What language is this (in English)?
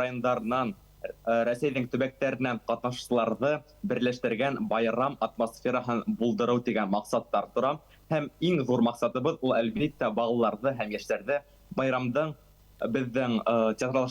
Bashkir